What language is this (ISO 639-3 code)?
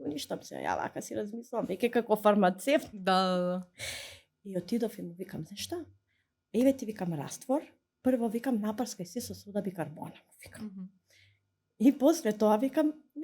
mkd